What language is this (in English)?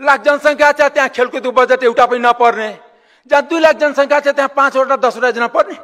Nepali